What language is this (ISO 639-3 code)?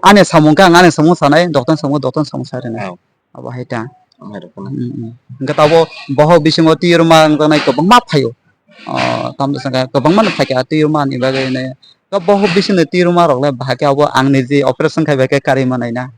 trp